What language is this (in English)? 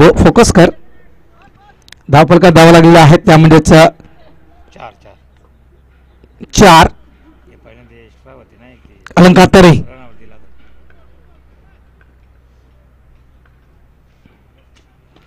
Marathi